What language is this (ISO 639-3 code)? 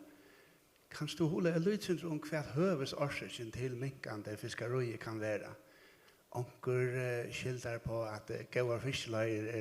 fao